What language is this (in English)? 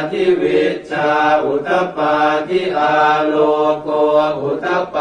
Pali